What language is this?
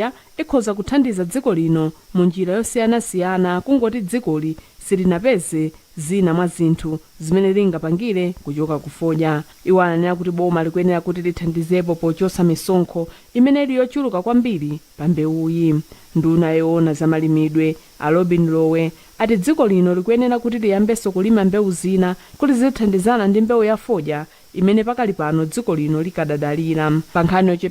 Nyanja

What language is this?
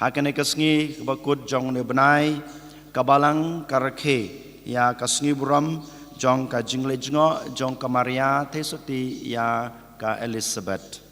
Khasi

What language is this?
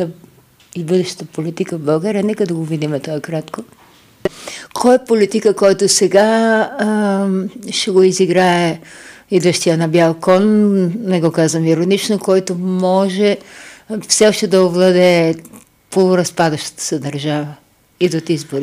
Bulgarian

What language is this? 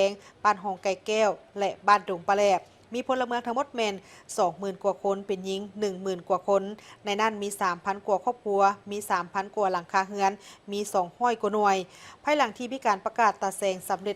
Lao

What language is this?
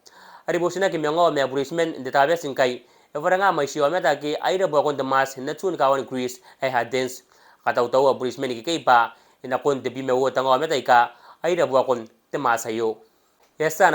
Gilbertese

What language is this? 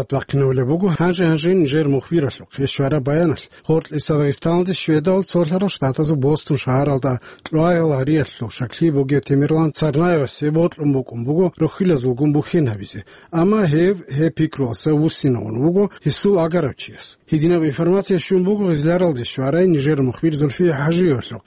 Avaric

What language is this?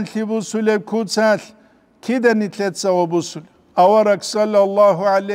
Avaric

